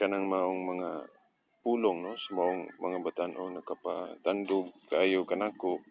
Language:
Cebuano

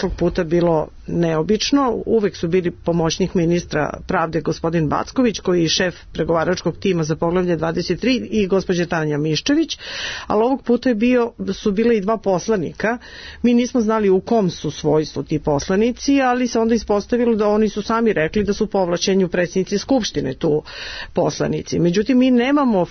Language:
Serbian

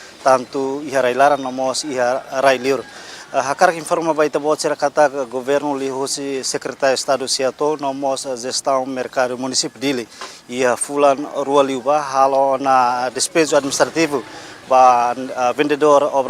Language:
Tetum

